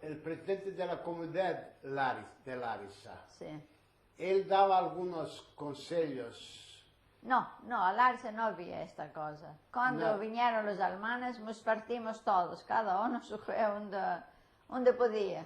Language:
Ladino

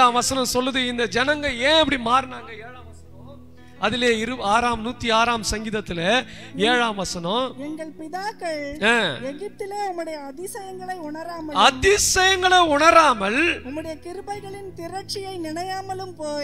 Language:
Tamil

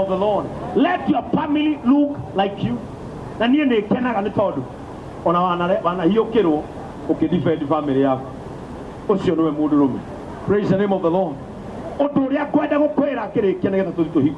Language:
Kikuyu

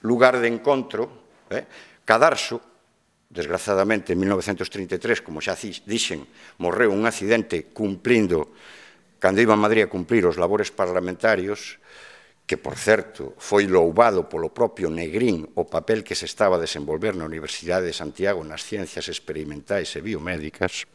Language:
Galician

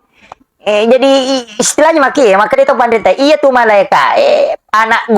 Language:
Buginese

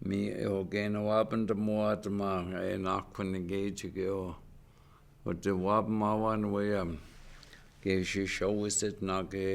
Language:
Chippewa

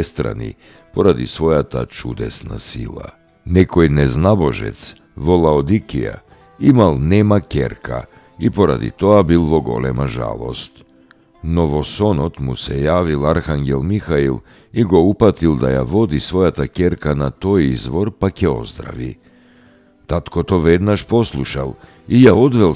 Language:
Macedonian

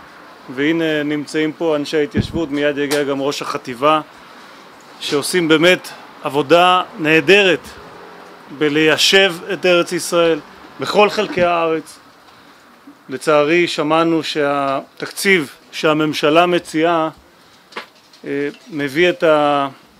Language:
Hebrew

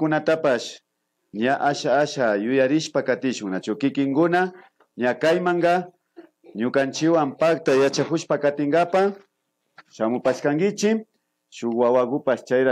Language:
Imbabura Highland Quichua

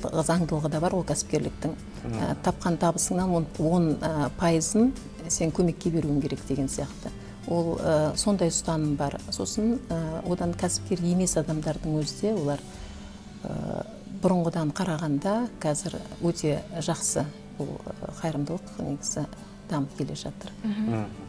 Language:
Kazakh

